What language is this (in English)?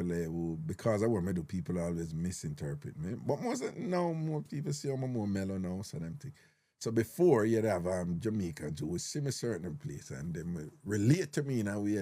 Jamaican Creole English